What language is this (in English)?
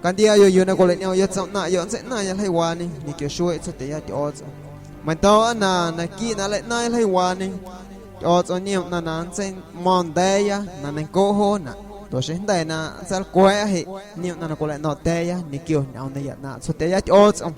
Guerrero Amuzgo